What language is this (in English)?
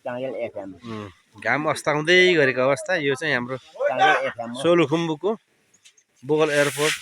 Nepali